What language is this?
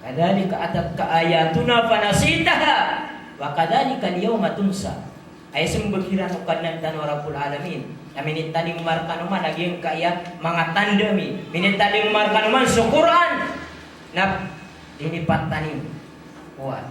Maranao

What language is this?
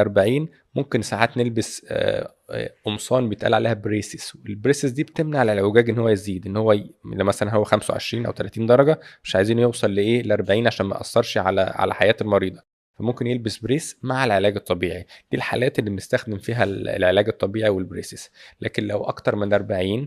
Egyptian Arabic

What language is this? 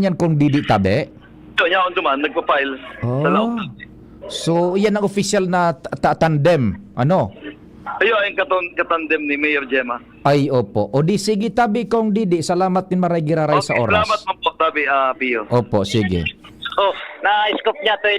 Bikol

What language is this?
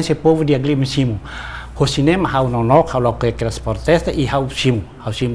Tetum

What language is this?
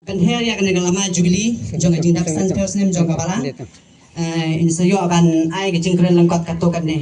Khasi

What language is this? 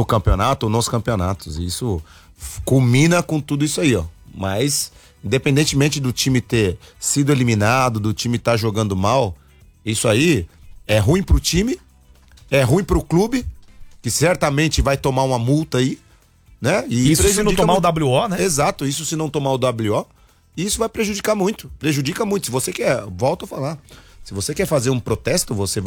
Portuguese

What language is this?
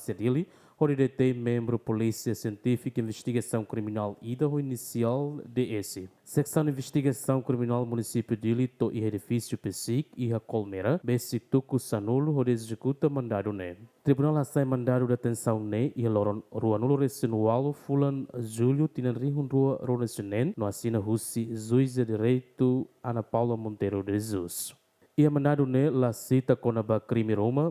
Tetum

